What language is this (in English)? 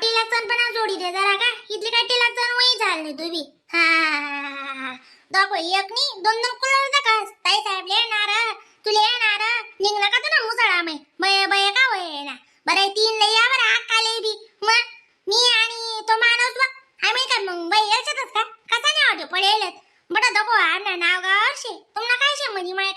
Khandesi